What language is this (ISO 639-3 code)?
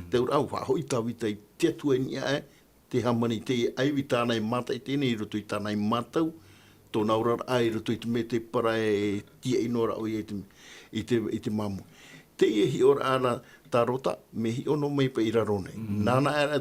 tah